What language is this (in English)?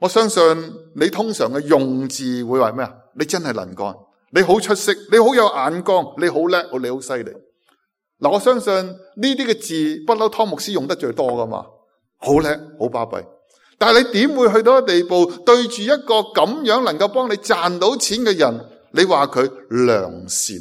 Cantonese